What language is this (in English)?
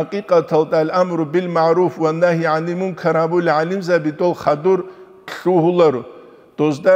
Avaric